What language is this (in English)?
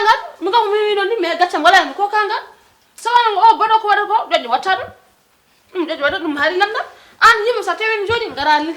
Fula